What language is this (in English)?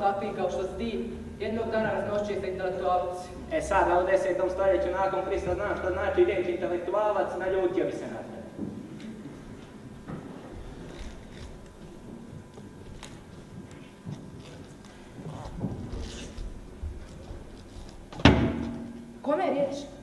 Croatian